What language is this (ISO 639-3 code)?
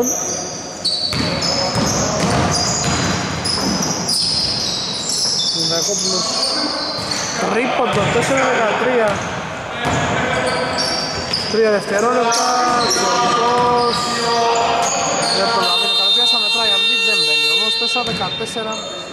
ell